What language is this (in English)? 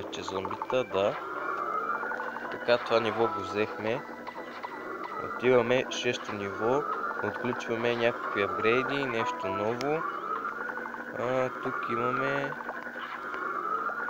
Bulgarian